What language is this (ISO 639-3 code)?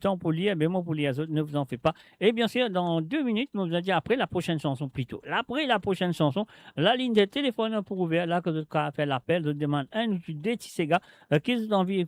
mfe